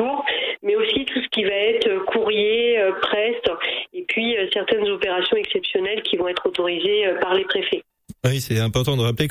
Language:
French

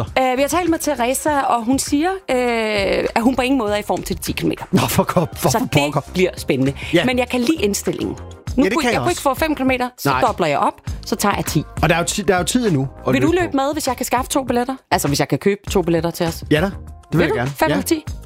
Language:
Danish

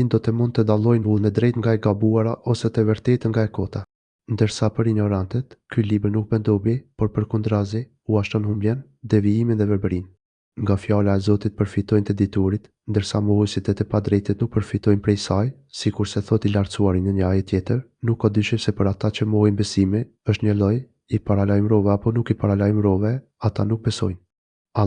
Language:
Albanian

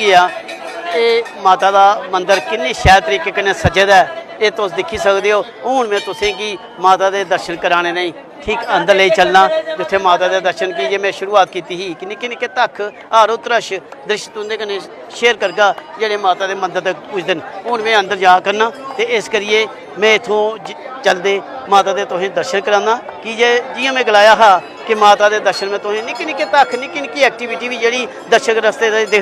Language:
Dogri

